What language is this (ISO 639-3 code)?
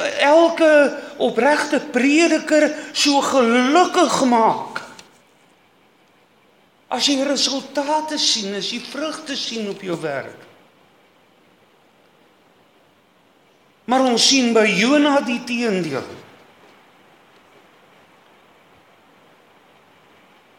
afr